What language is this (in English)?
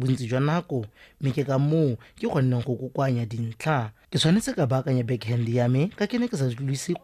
Tswana